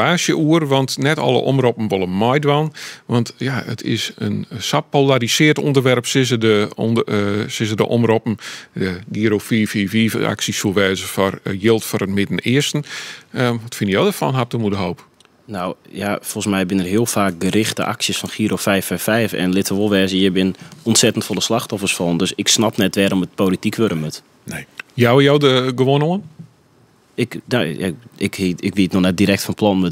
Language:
Western Frisian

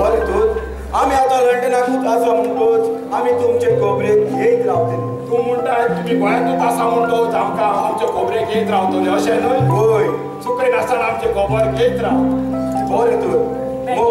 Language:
Konkani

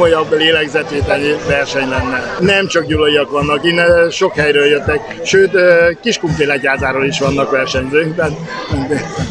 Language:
Hungarian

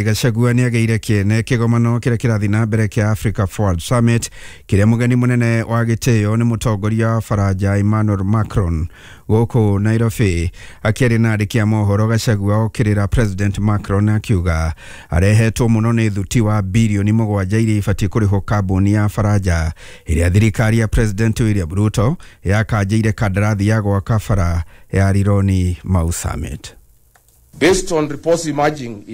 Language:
Kikuyu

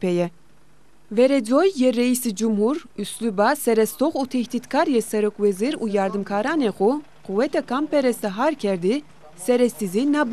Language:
Zaza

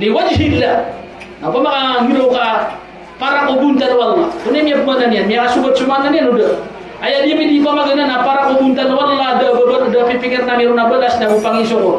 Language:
Maranao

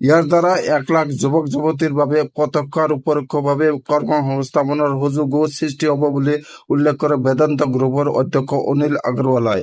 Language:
Assamese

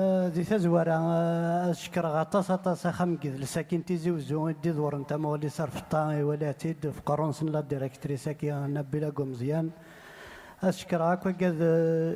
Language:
Kabyle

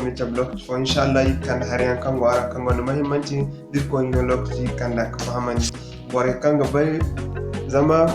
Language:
Zarma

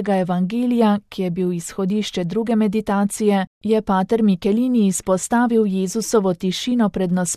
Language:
Slovenian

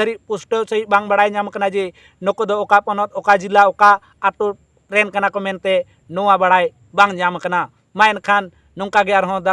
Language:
Santali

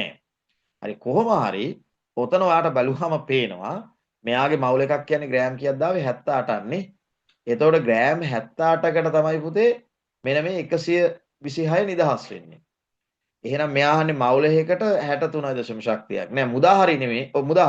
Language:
Sinhala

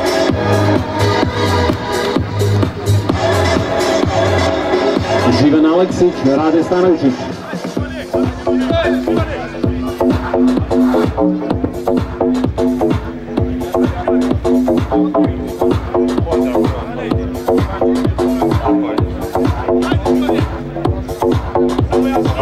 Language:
Serbian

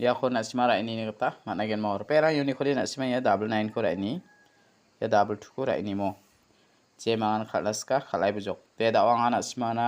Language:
Garo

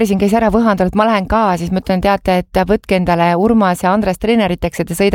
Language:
Estonian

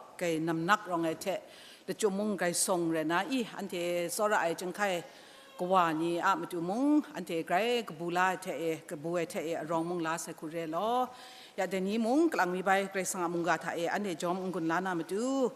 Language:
Kachin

